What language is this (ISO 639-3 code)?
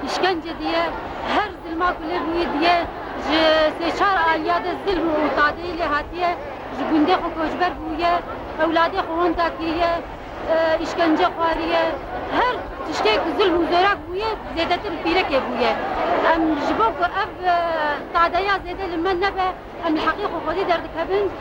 kur